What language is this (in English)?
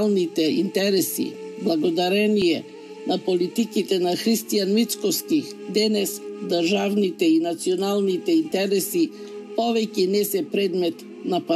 Macedonian